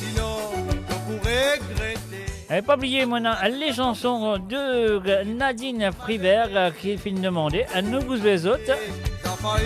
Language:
Morisyen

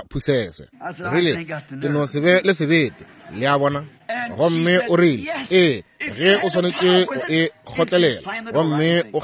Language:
Northern Sotho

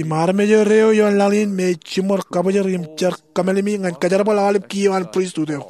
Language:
Marshallese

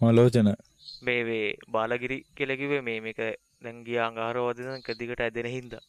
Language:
Sinhala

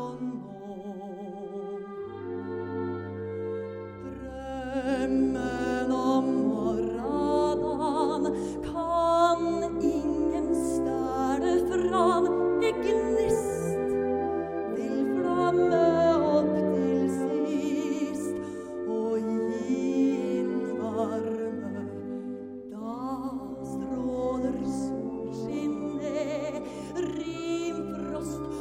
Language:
Norwegian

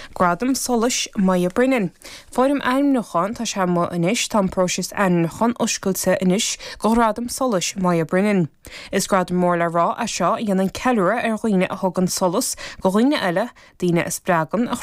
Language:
Irish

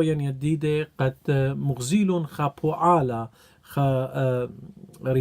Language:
Assyrian Neo-Aramaic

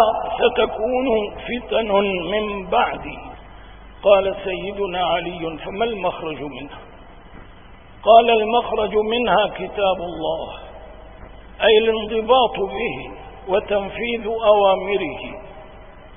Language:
Arabic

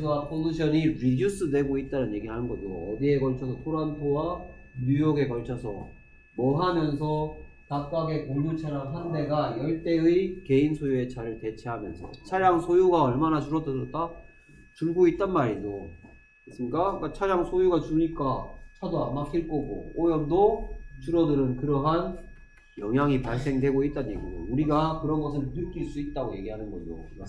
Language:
Korean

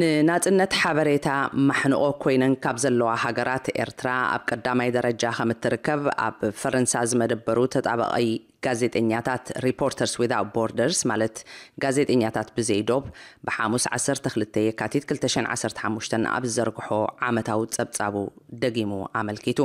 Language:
Tigrinya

